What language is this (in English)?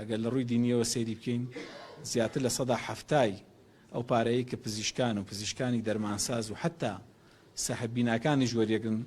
Central Kurdish